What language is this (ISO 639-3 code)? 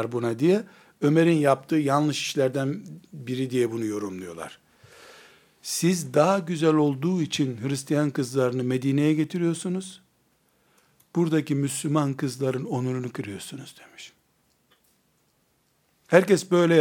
tur